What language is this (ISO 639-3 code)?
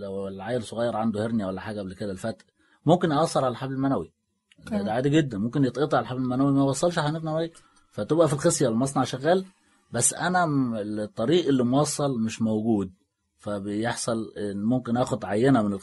arz